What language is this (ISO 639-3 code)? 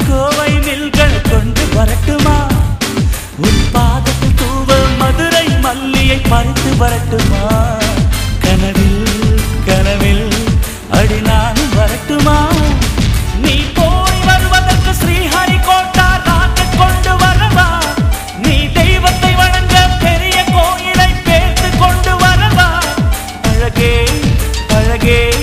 tam